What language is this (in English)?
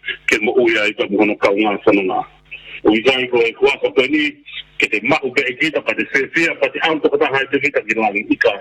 Tongan